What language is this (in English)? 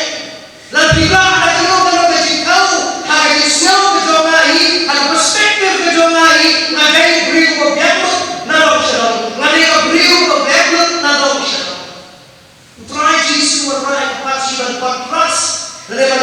Khasi